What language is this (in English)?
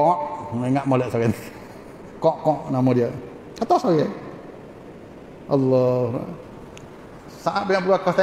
Malay